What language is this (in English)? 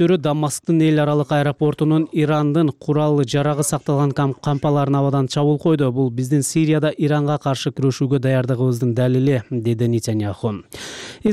Kyrgyz